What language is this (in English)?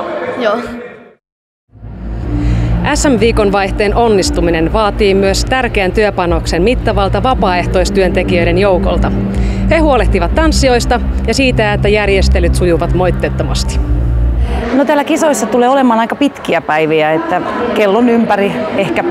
Finnish